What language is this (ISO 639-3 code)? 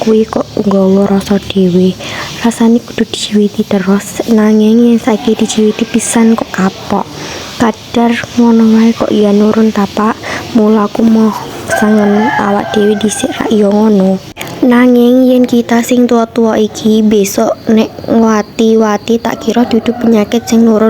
jav